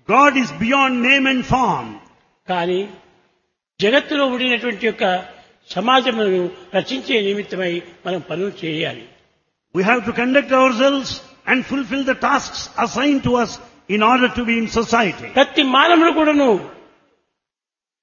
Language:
Telugu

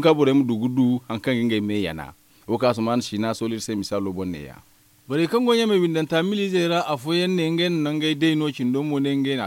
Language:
Zarma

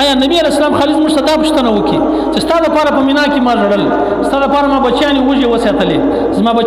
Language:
Pashto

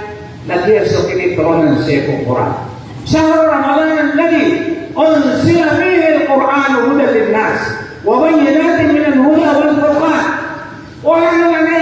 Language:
Maranao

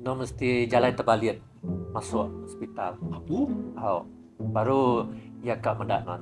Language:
Iban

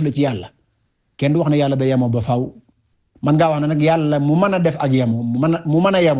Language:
Wolof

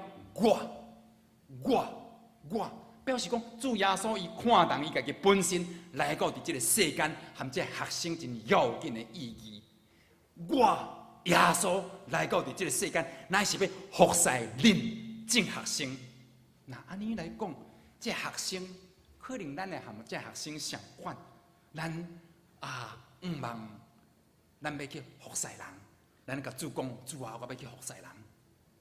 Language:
Min Nan Chinese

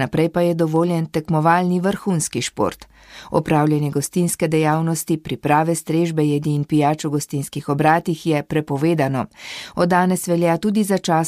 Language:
Slovenian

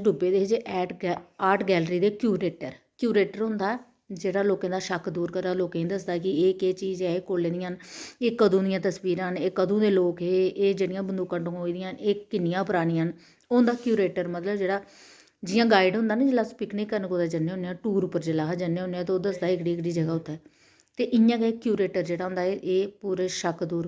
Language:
Dogri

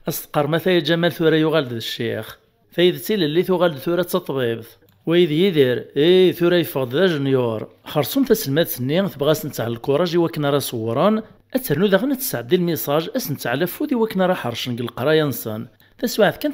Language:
Kabyle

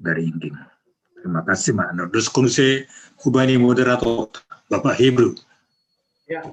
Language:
Batak Simalungun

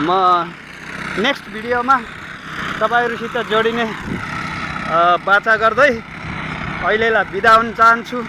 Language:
Nepali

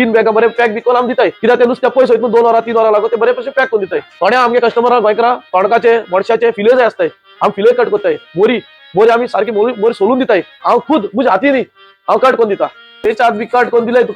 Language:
Konkani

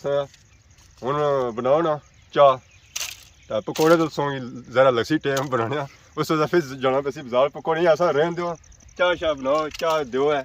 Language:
Pahari-Potwari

